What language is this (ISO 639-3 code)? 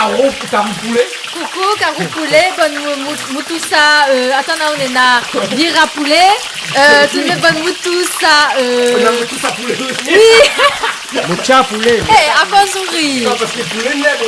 rcf